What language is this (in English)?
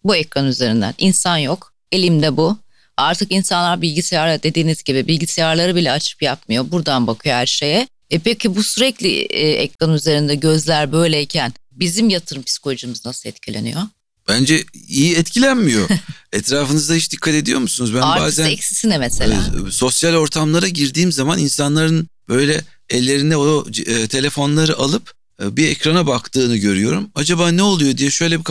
Turkish